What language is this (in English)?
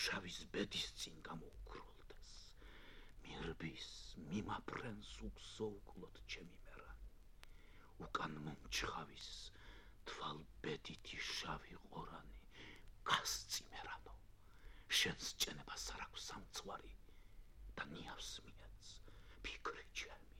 Georgian